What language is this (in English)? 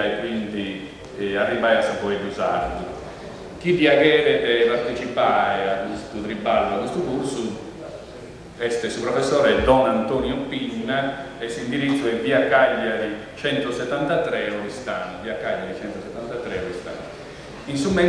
Sardinian